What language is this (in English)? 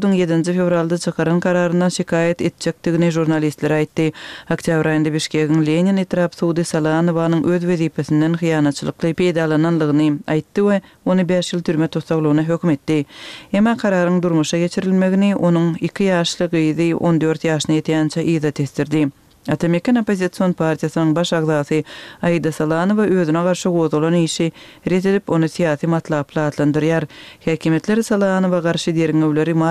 Kyrgyz